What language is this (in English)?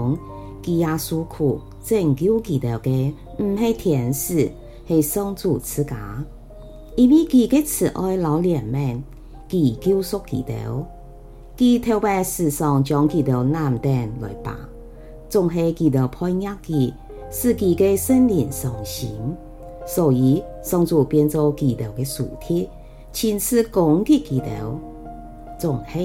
Hakka Chinese